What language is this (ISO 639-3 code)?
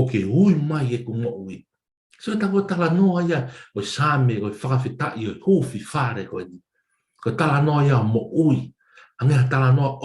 ton